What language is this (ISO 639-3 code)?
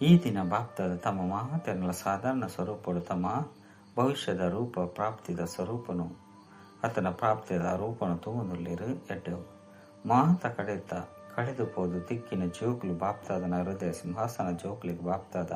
tcy